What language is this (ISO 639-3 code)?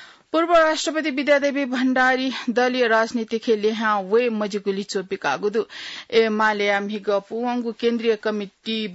new